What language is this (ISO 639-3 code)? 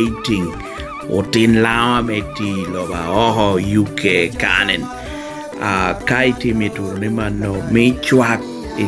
laj